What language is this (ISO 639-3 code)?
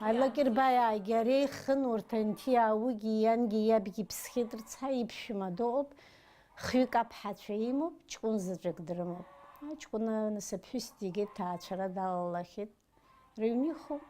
abk